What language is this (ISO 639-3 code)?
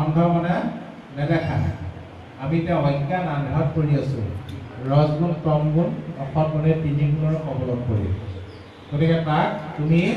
asm